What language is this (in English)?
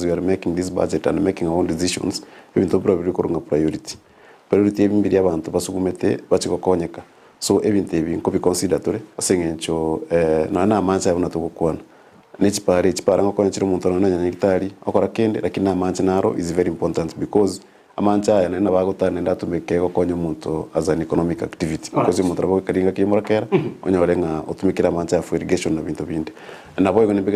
Gusii